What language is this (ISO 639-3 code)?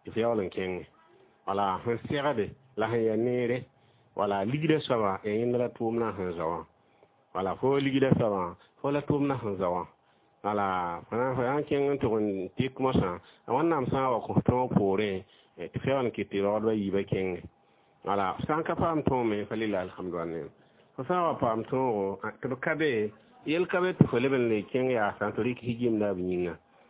mos